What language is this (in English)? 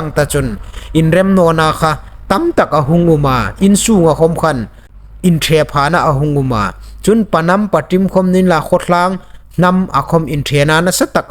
Hmar